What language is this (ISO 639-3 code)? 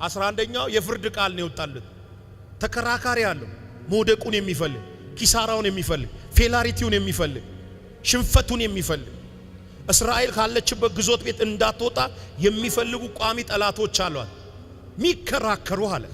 amh